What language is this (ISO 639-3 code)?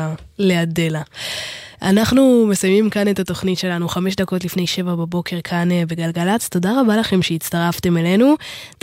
heb